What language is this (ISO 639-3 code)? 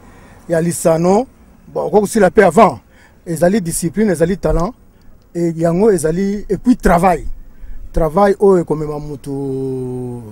lin